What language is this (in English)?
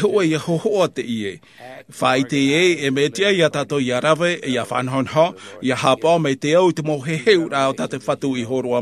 Tahitian